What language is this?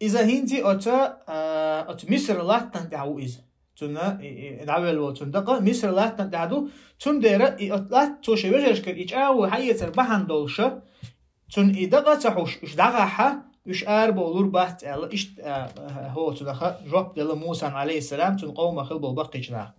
Chechen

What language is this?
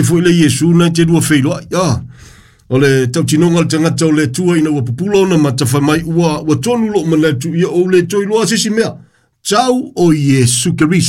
Samoan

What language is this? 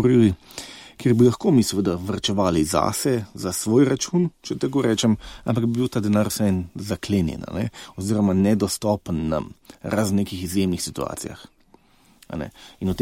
Slovenian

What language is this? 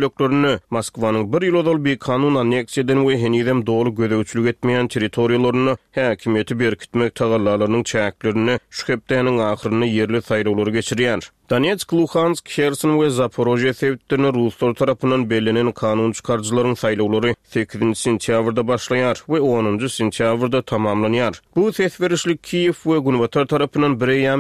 Turkmen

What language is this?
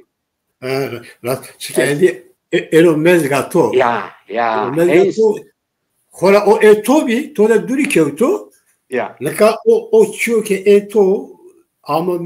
Zaza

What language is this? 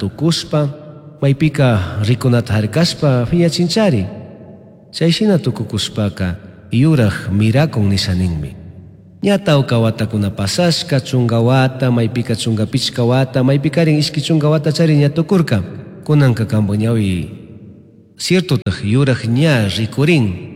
Chimborazo Highland Quichua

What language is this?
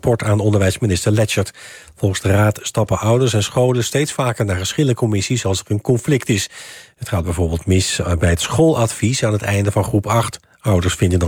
Dutch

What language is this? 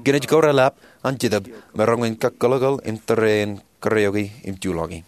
Marshallese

